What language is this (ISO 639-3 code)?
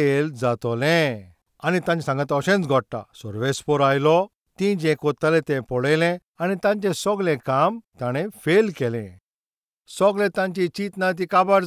kok